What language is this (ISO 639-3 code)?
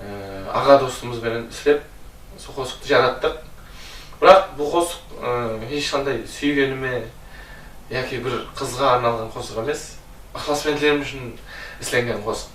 kaa